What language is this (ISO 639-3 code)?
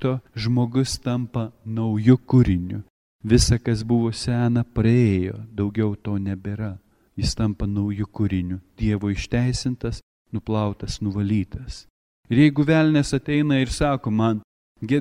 lit